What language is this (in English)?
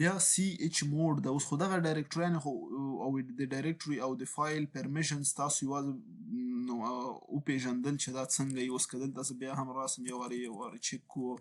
Pashto